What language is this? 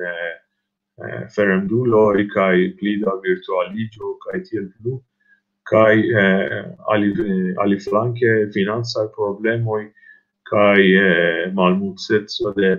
Esperanto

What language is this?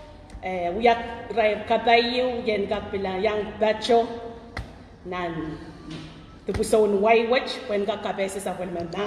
Pohnpeian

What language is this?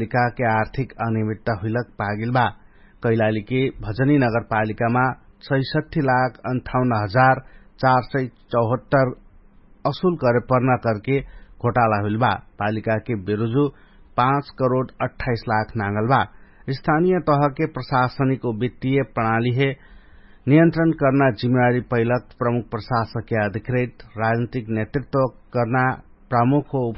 Dangaura Tharu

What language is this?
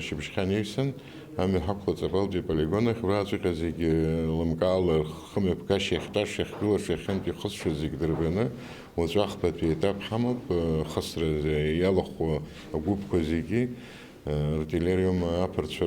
Abkhazian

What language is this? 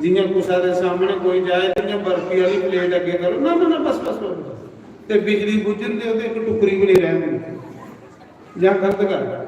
Dogri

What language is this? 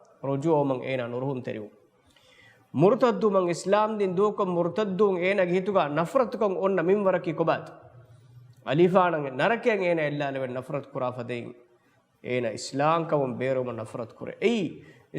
Divehi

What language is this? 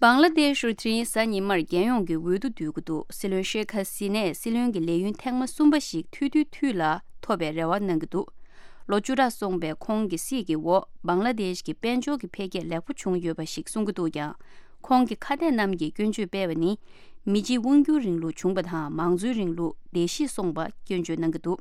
Tibetan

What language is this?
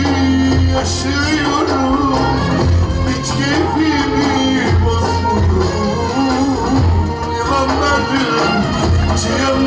Turkish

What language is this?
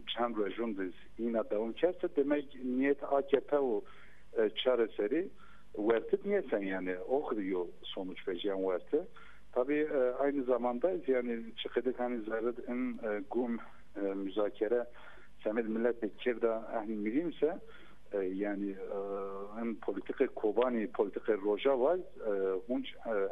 Zaza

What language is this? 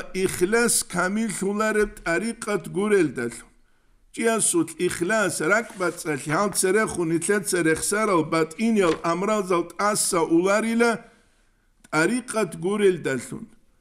Avaric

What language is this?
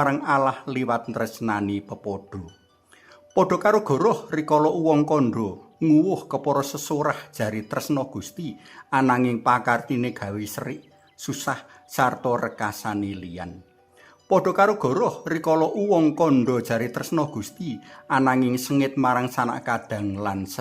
Javanese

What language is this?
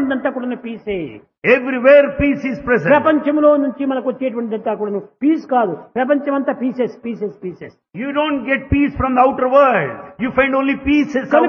Telugu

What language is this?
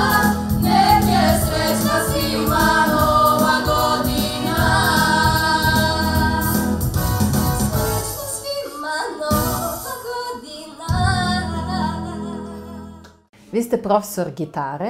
Serbian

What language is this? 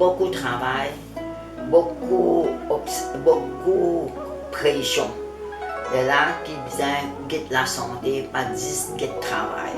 Morisyen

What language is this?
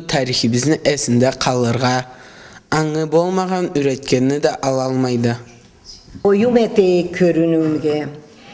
Karachay-Balkar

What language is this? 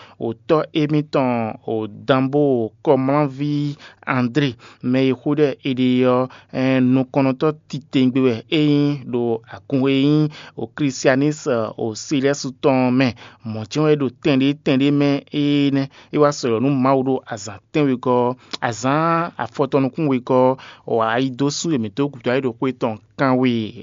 Fon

